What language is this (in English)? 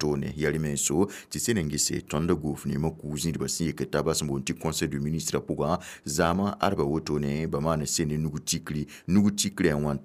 Mossi